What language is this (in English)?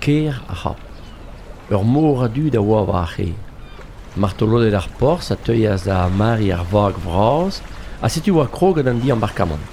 Breton